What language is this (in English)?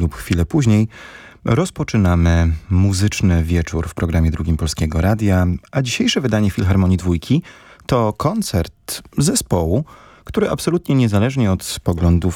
Polish